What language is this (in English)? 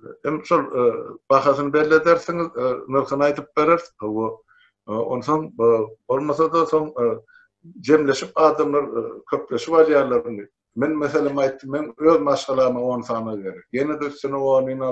Turkmen